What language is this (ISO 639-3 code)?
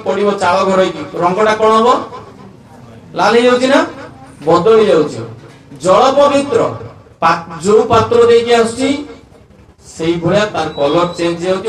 ori